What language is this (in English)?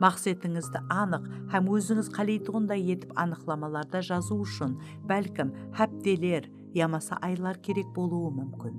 Kara-Kalpak